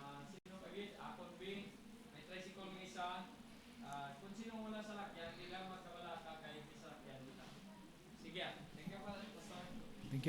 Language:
Hiligaynon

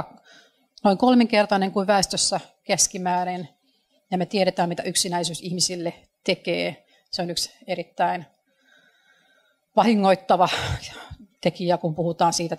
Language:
Finnish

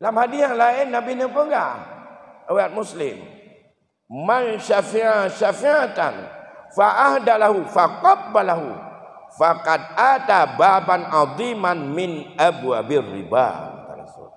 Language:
Achinese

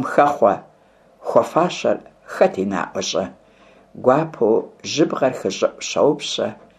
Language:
Kabardian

